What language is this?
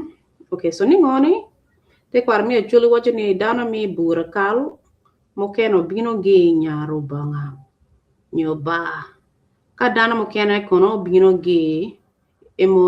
Acoli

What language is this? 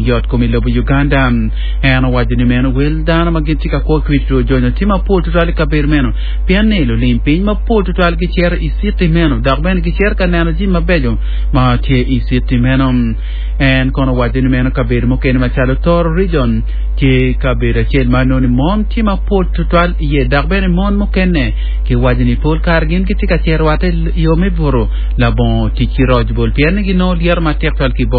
Acoli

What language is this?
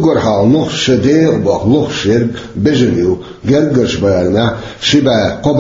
Chechen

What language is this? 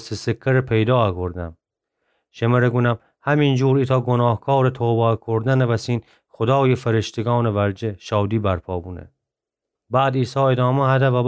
Gilaki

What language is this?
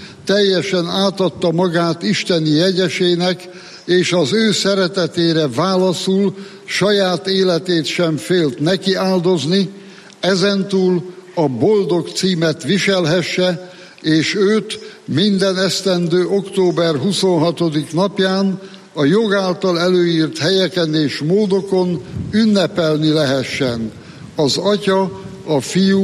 Hungarian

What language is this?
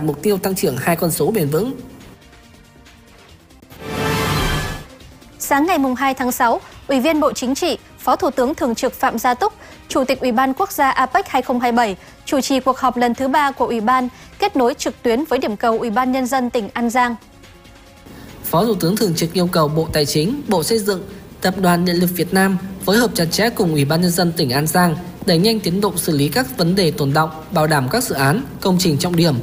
Vietnamese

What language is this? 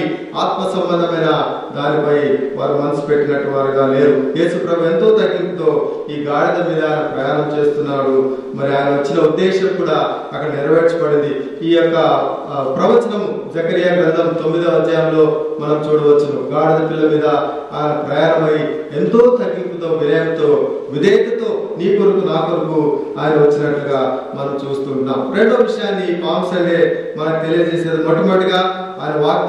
Telugu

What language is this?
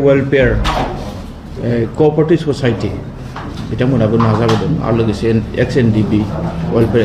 Bodo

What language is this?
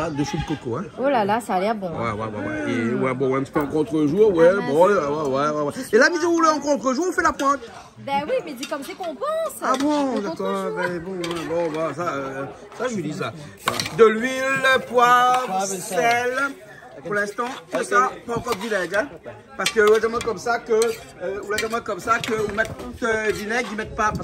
Réunion Creole French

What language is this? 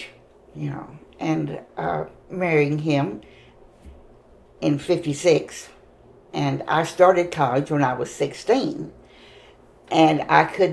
English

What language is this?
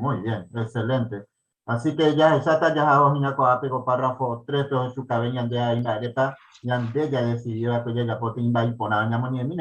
Guarani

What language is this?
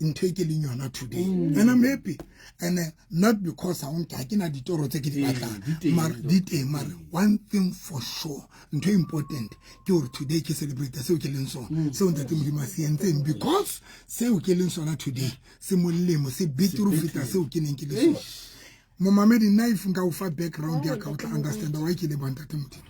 Southern Sotho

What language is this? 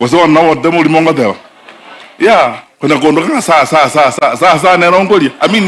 Gusii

